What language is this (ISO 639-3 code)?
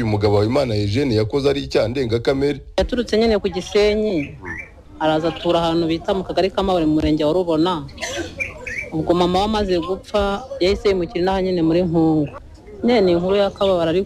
kin